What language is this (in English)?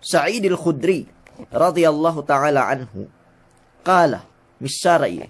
Yakan